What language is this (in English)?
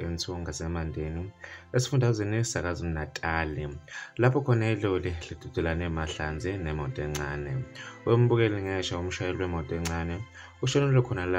Zulu